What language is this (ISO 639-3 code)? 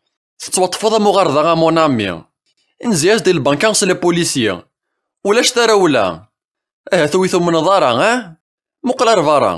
kab